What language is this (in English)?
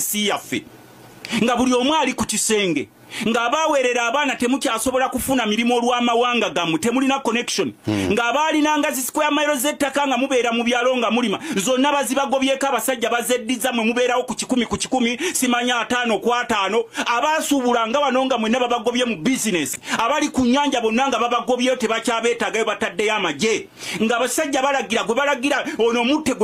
Ganda